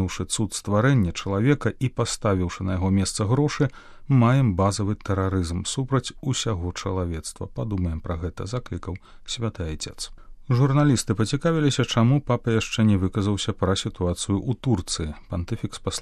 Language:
Belarusian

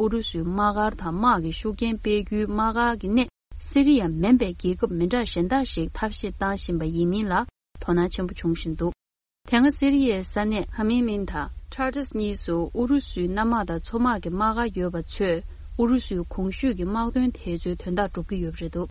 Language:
Tibetan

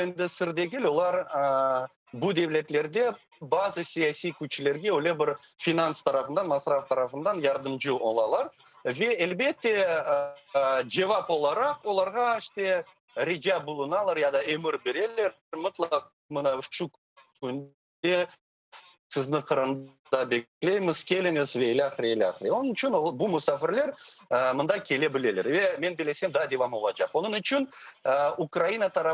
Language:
Crimean Tatar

